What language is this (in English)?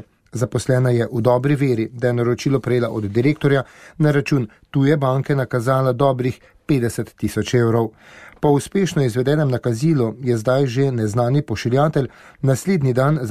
Slovenian